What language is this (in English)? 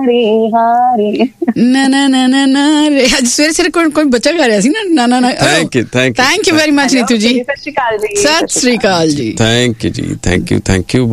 Punjabi